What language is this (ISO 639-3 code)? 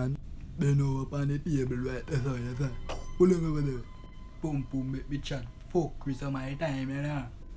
jam